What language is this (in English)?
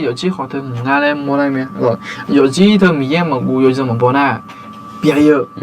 Akha